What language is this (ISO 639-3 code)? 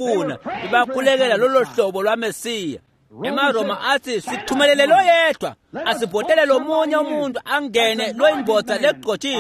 ssw